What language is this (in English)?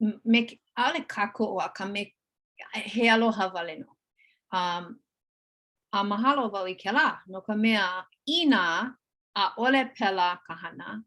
Hawaiian